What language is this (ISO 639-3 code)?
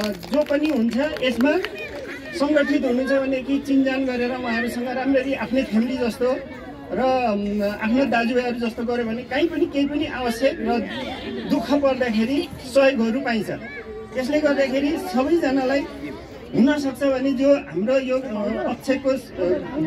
nep